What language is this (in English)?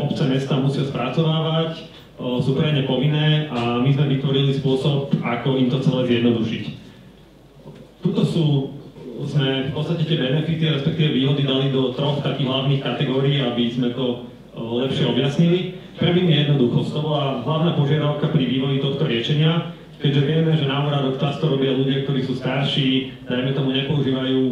Slovak